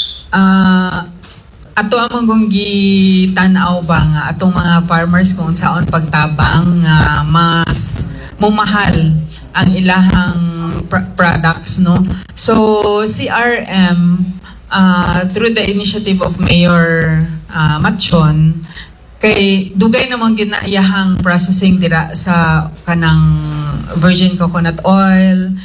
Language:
Cebuano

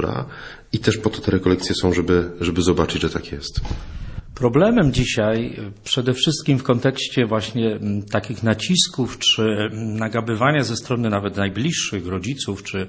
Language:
Polish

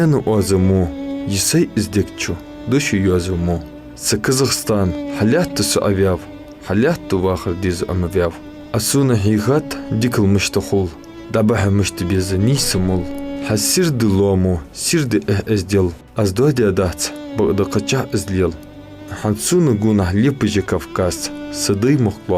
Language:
Ingush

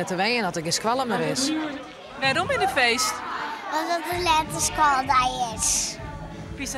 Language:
Western Frisian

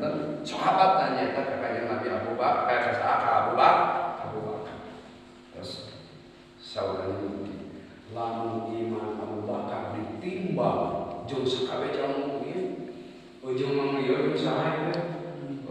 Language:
Sundanese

